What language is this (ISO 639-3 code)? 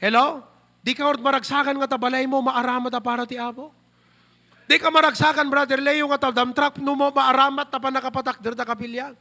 ilo